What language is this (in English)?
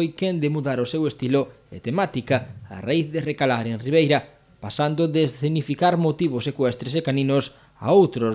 Galician